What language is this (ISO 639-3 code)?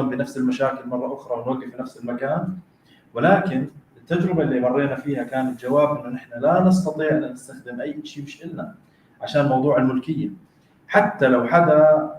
apc